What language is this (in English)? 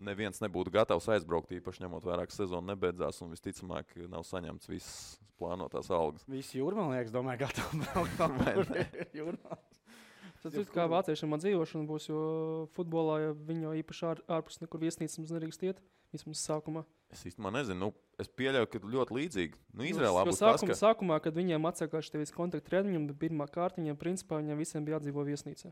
Latvian